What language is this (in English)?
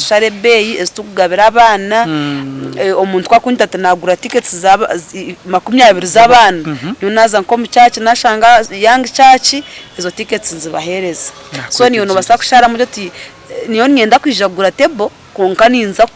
Nyankole